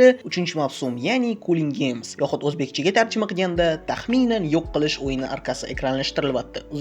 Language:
Uzbek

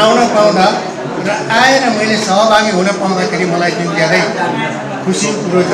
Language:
Nepali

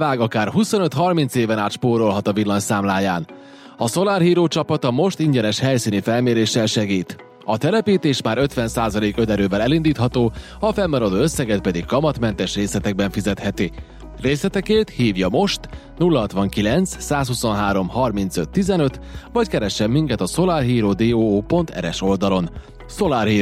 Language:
Hungarian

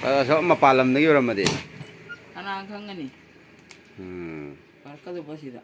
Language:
Manipuri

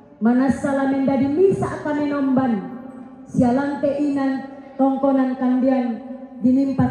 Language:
Toraja-Sa'dan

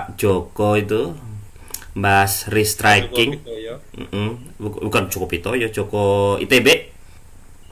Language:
Indonesian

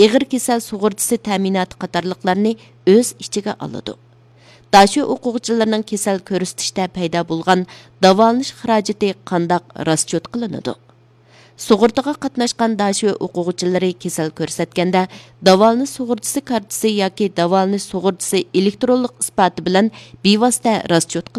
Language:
Uyghur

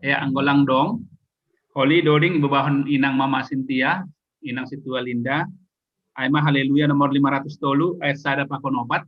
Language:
Batak Simalungun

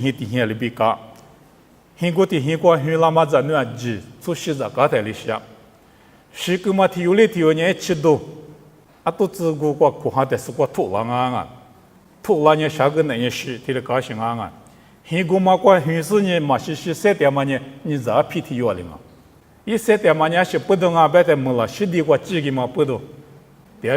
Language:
Lisu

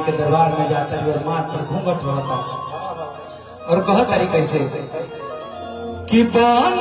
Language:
Bhojpuri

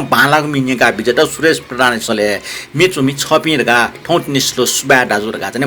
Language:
Newari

